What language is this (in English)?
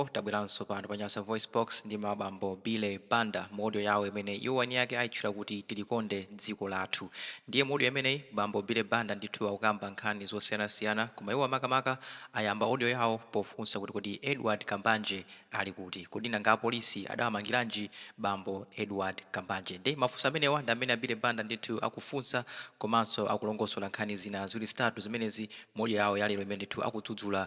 Nyanja